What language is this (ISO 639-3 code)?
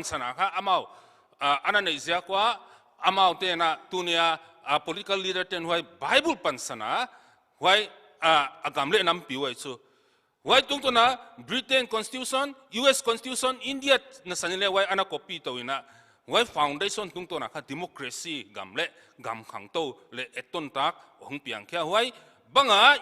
pck